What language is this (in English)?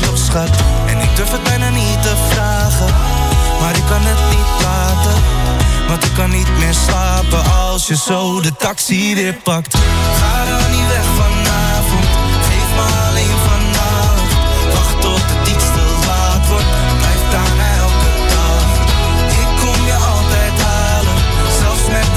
Dutch